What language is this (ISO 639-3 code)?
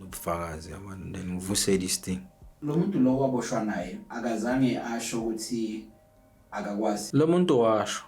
zul